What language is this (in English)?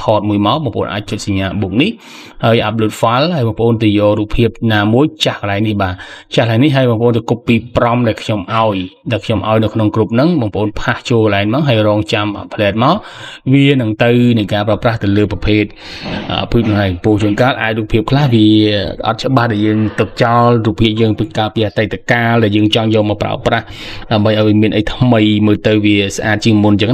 Khmer